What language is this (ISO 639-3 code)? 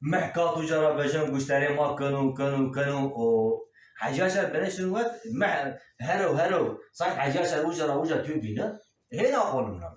zza